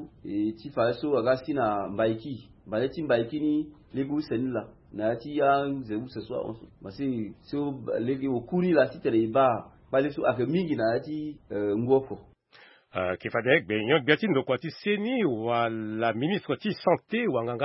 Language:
Sango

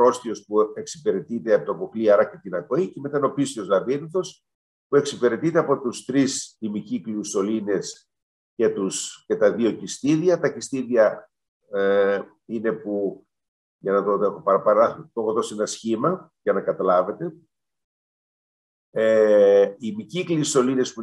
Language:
Greek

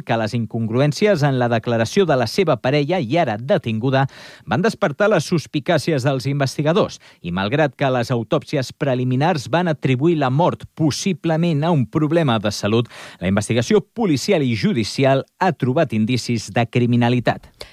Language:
Catalan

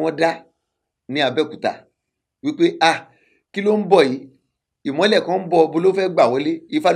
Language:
Yoruba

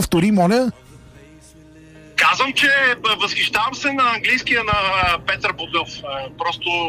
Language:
Bulgarian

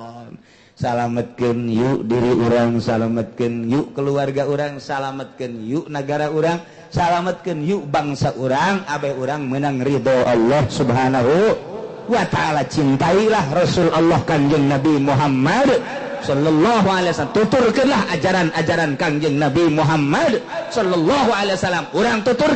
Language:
Sundanese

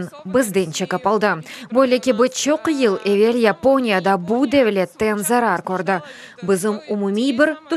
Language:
Crimean Tatar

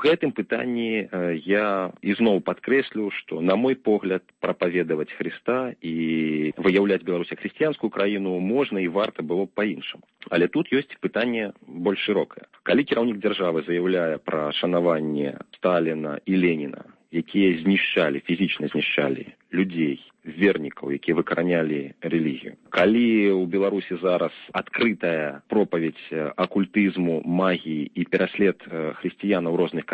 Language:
Belarusian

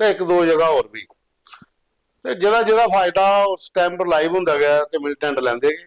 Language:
Dogri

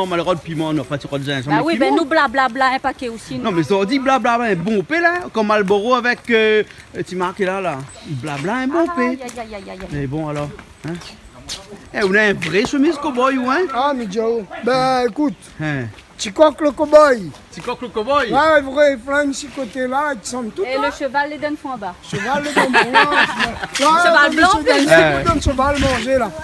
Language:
Réunion Creole French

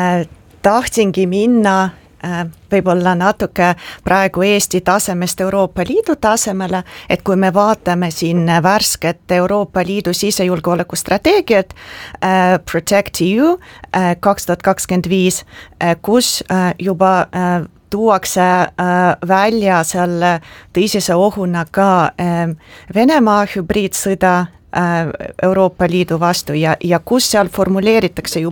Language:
Estonian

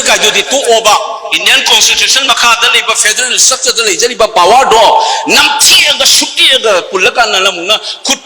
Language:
Manipuri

